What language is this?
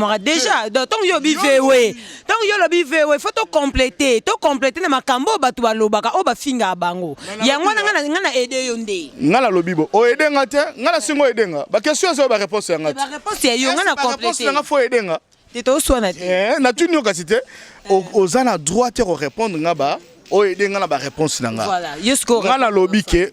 Lingala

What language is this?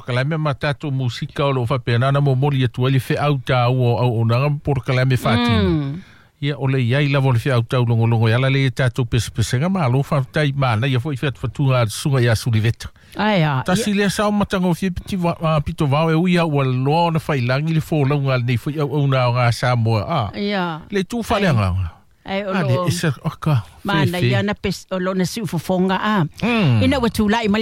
Samoan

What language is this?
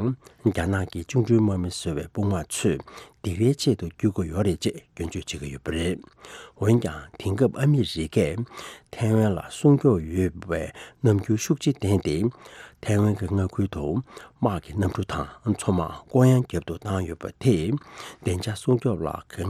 Tibetan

